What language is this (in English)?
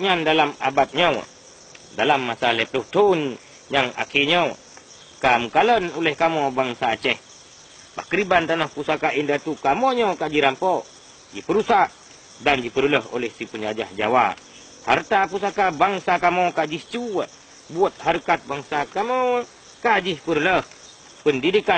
Achinese